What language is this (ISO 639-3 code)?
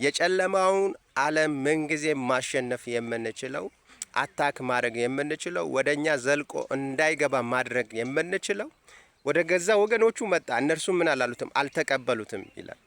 amh